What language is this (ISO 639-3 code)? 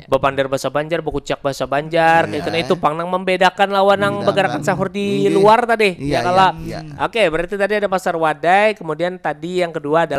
bjn